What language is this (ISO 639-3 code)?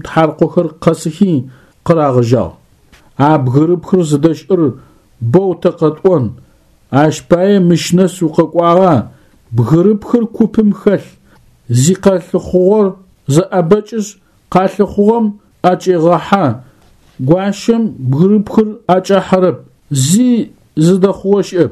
ady